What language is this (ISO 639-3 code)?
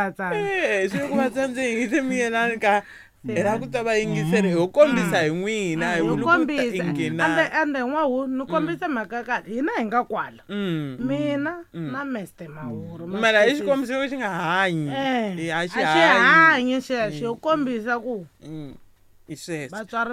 tso